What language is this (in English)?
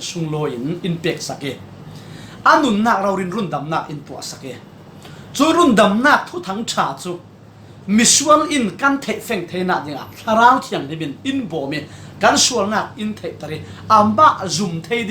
Falam Chin